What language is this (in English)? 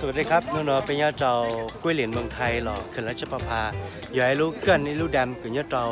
Hmong